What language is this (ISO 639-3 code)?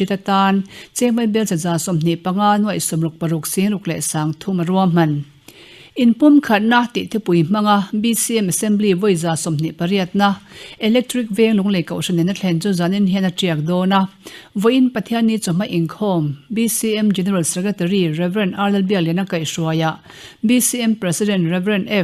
lus